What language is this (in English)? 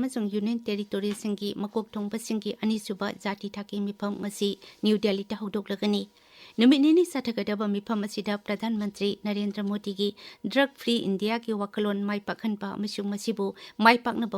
Manipuri